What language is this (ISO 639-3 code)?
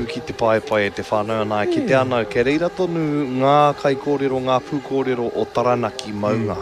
mri